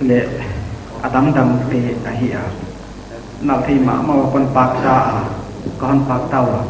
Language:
Paite Chin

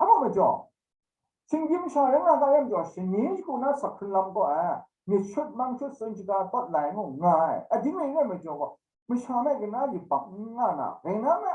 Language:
Kachin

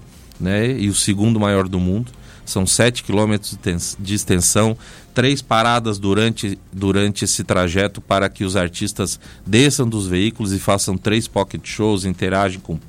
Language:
Portuguese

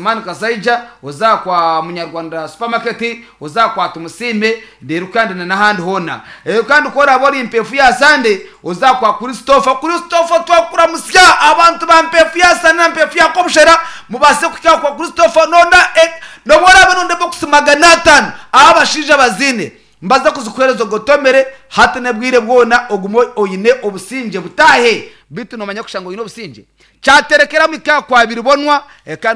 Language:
Nyankole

